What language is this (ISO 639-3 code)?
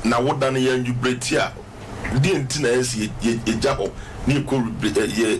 aka